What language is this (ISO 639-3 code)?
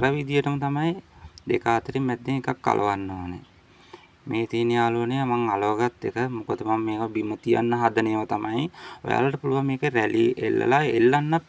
sin